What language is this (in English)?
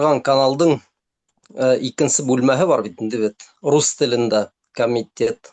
Bashkir